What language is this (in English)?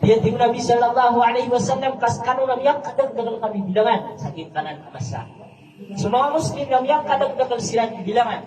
Maranao